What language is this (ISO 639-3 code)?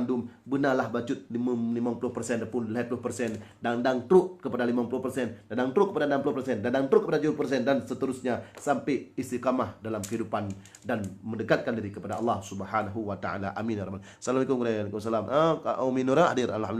ace